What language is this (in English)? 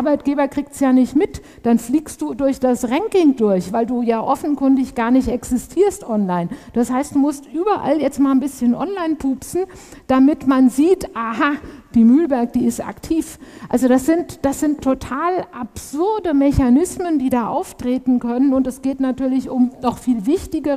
German